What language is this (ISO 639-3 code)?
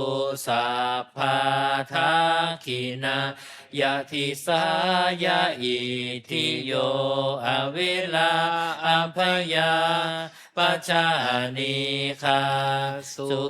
pli